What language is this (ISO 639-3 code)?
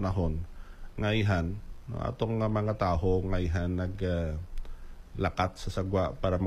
hil